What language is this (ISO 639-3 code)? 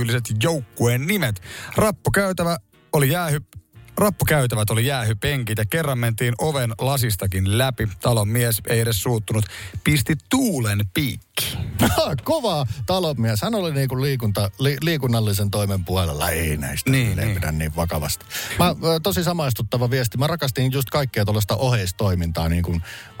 fin